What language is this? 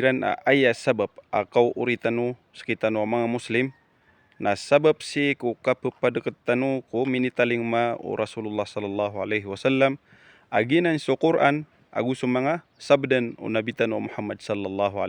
Maranao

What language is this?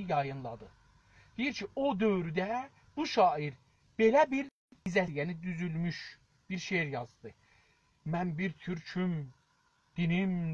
South Azerbaijani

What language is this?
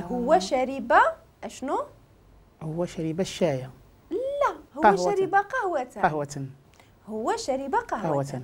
Moroccan Arabic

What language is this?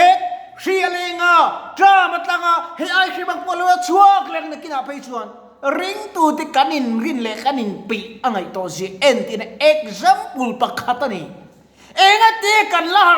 Mizo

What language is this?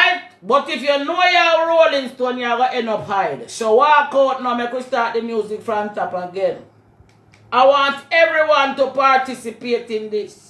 Jamaican Creole English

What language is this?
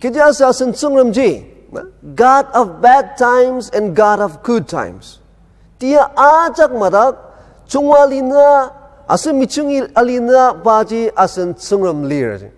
Ao Naga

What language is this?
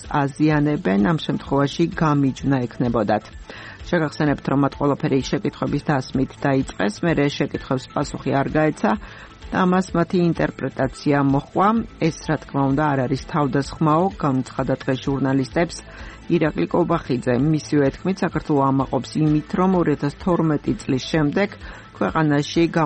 Georgian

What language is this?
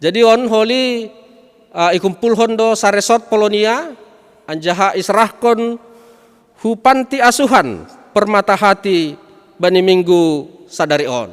Batak Simalungun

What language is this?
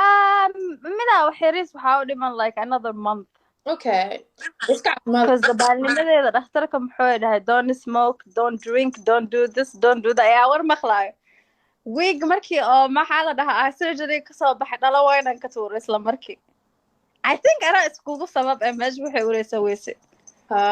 Somali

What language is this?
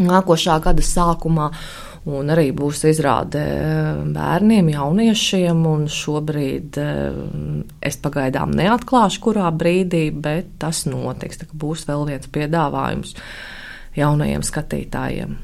Latvian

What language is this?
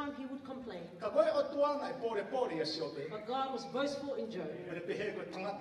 Tongan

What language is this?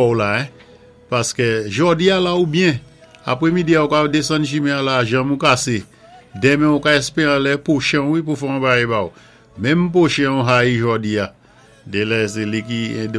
Saint Lucian Creole French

